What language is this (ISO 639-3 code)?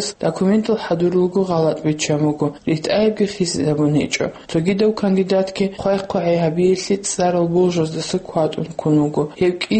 ava